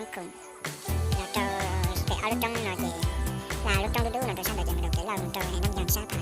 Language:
Hmong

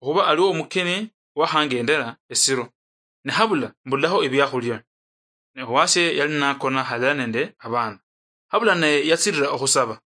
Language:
Luyia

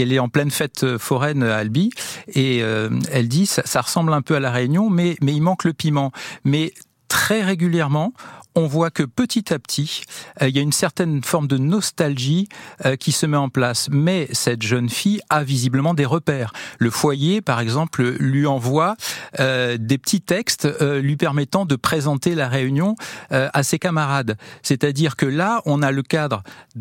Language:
French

